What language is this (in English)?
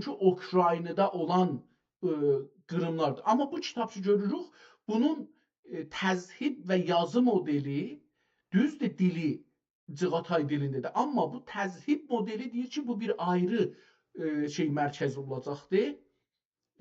South Azerbaijani